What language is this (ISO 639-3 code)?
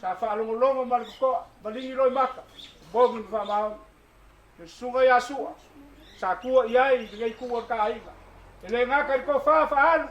smo